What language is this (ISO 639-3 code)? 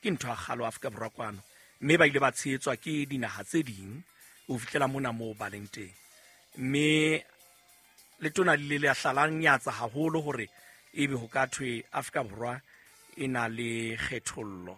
sot